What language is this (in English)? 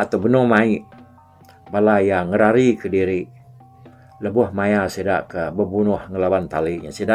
Iban